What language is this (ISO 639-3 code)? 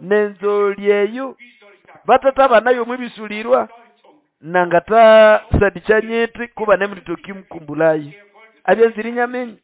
nnb